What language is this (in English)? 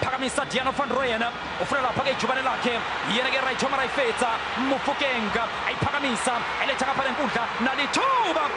Zulu